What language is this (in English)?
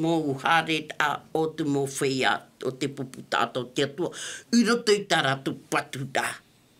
Tahitian